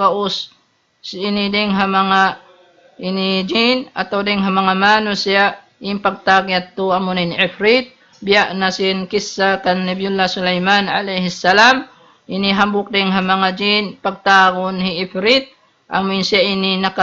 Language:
Tausug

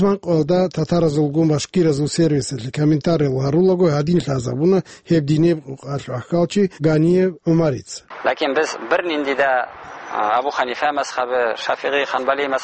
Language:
Avaric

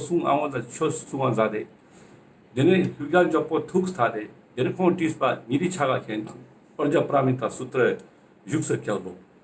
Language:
Ladakhi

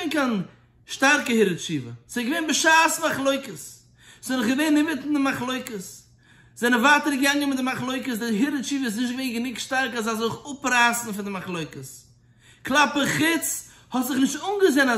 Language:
Yiddish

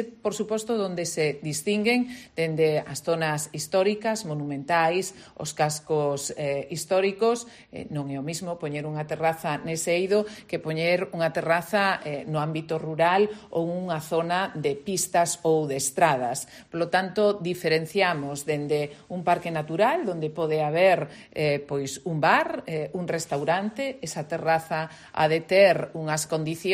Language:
Galician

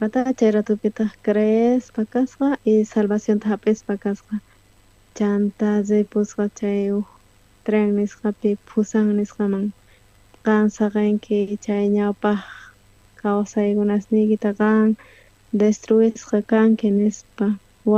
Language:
South Bolivian Quechua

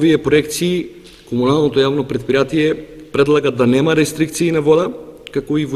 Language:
Macedonian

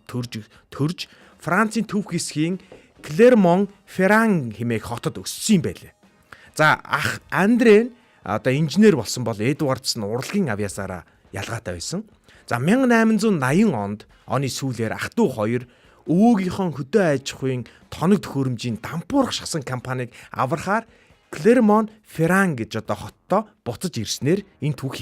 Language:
Mongolian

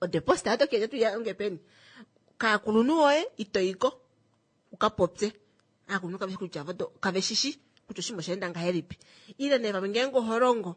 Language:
Kuanyama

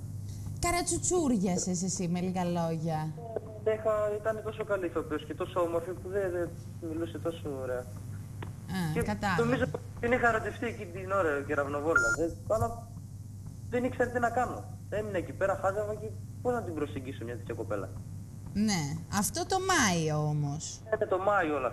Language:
Greek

